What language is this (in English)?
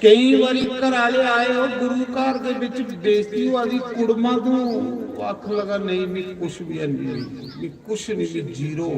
Dogri